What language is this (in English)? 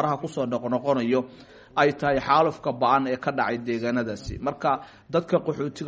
Somali